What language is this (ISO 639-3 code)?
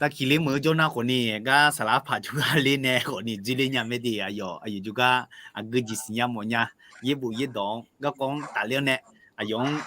ahk